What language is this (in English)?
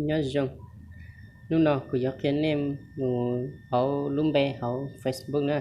Hmong